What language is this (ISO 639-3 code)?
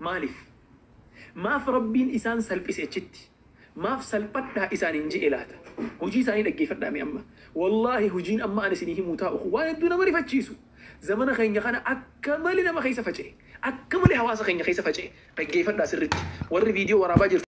orm